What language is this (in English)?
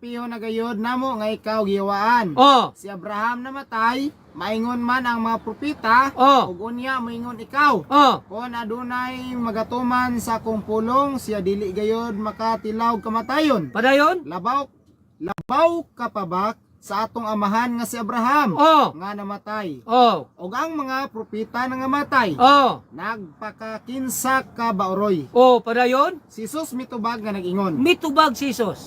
Cebuano